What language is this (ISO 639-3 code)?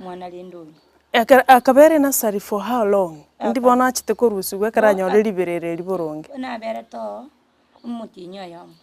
guz